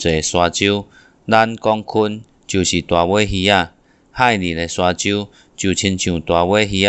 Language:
Min Nan Chinese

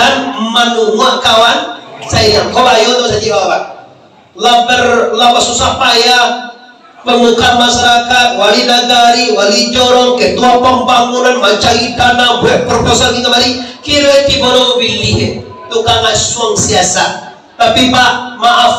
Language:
Minangkabau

